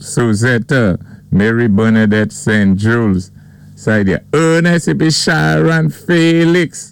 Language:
Saint Lucian Creole French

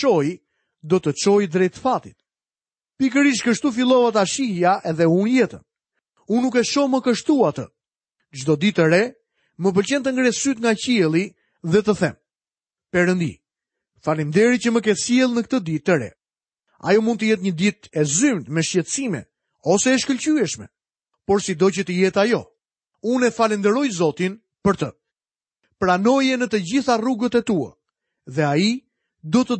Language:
Albanian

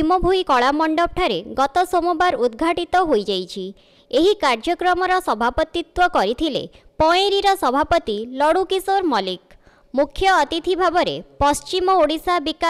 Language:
Odia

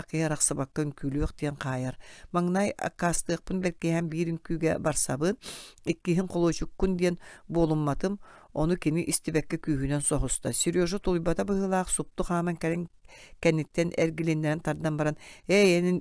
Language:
Yakut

